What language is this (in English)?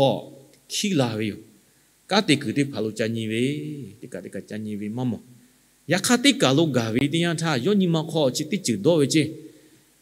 Lahu